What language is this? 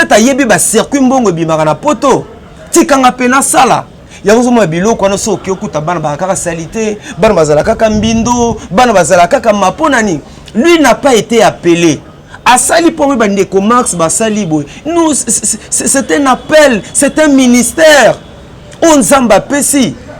Lingala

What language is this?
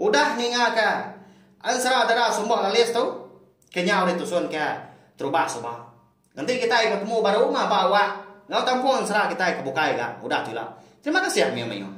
Iban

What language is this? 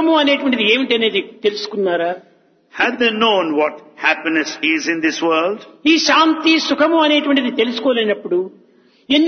Telugu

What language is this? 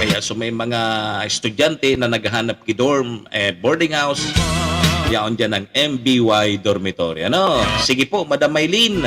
Bikol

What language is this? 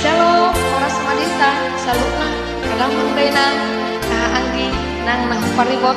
Batak Toba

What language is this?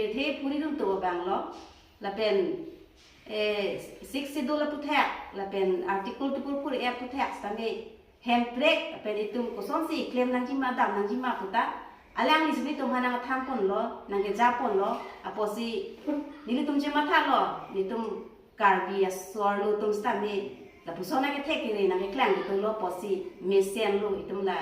Karbi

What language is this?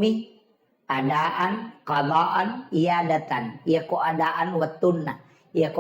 Buginese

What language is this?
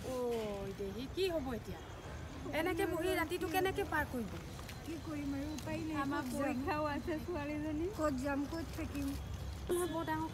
Assamese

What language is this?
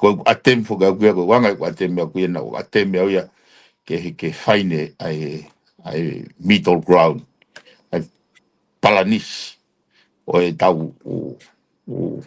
Tongan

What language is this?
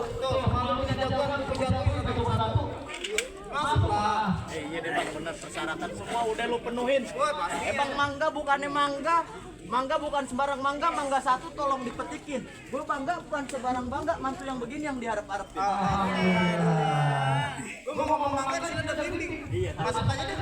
Betawi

